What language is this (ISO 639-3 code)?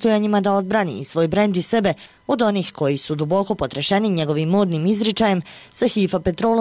bos